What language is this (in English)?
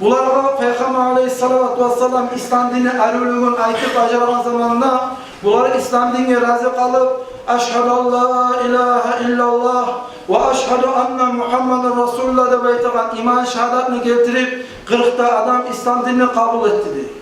Kumyk